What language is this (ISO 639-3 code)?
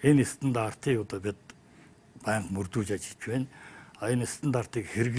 mon